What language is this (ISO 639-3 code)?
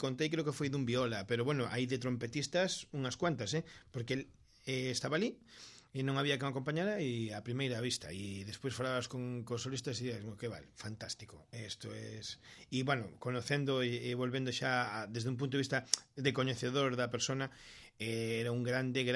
glg